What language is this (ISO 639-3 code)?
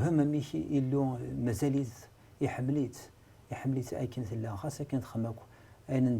kab